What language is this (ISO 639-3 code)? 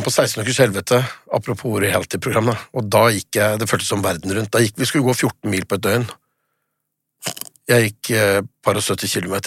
nor